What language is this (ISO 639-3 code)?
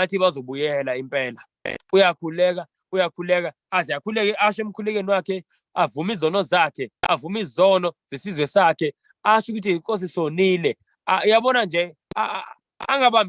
zul